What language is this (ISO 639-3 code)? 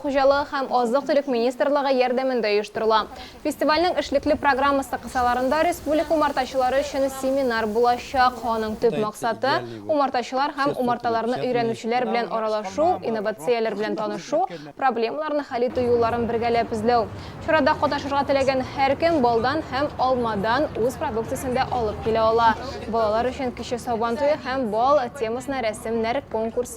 tat